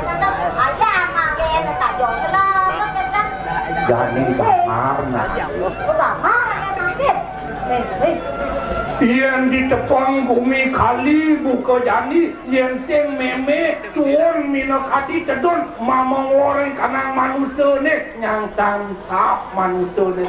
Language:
Balinese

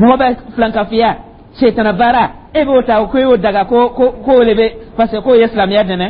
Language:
Dyula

